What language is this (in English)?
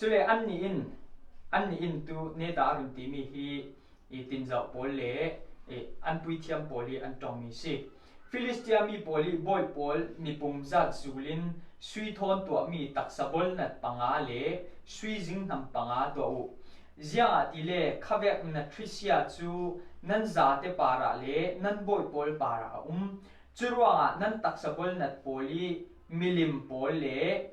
Falam Chin